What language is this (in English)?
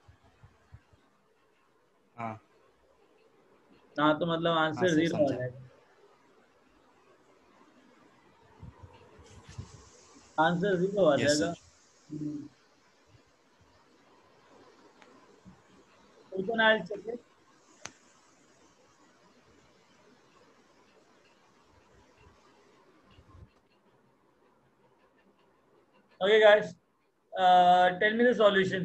Hindi